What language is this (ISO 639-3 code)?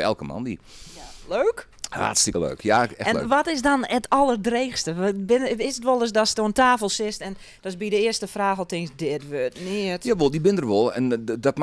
fry